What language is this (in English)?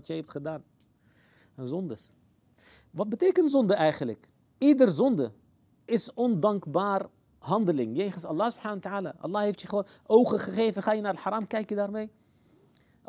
Dutch